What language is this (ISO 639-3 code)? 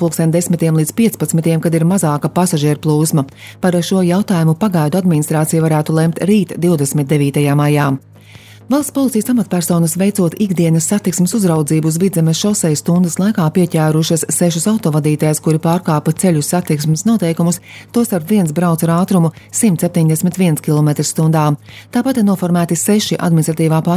lav